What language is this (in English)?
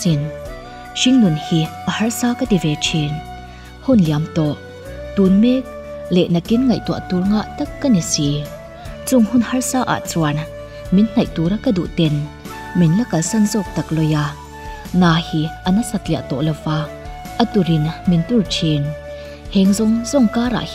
Mizo